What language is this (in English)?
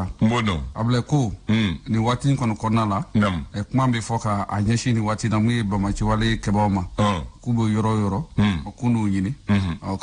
Bambara